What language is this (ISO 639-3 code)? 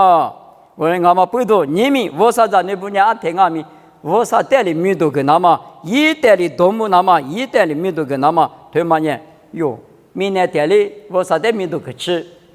lis